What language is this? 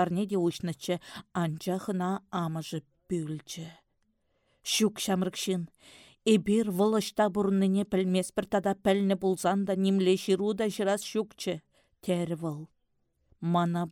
Chuvash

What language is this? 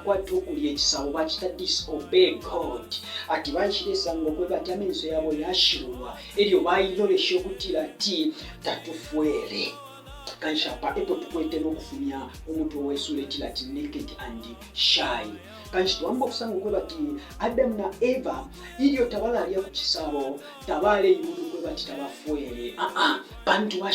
Bemba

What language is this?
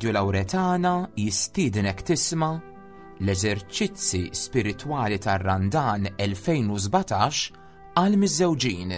Maltese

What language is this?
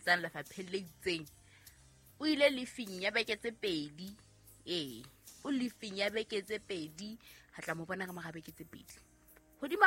Southern Sotho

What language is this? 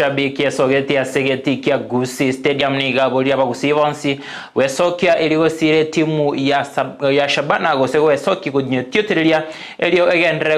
Gusii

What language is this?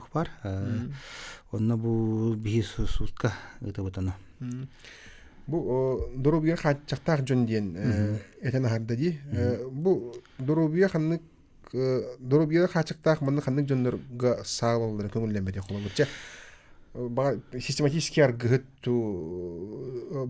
Yakut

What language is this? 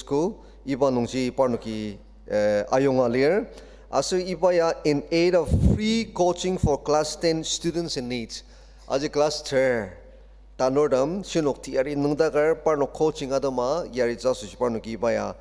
Ao Naga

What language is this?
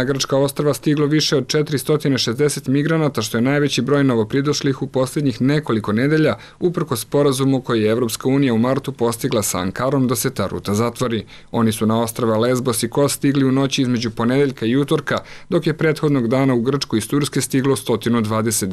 Croatian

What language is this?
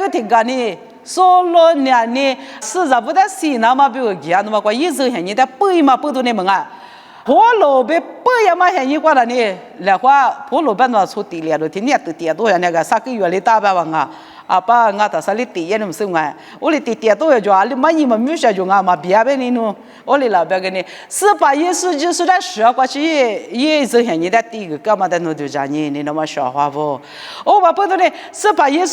Lisu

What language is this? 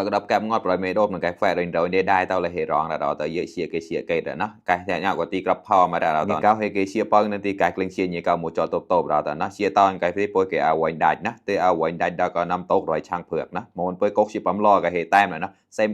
Mon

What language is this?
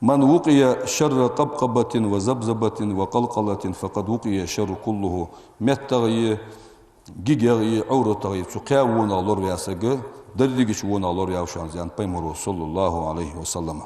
Ingush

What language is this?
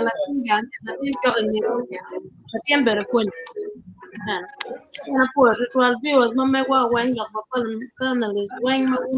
Acoli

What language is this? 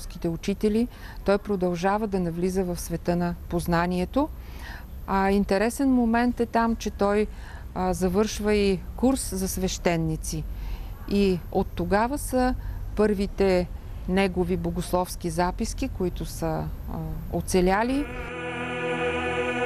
Bulgarian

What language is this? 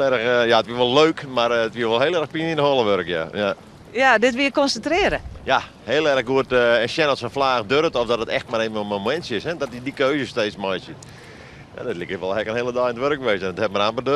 Western Frisian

